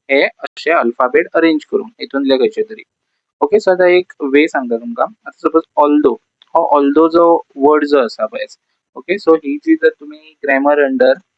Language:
Konkani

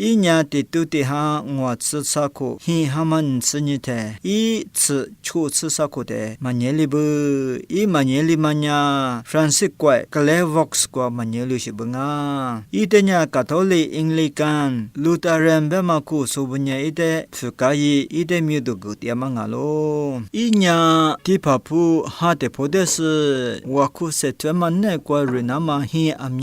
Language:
Lisu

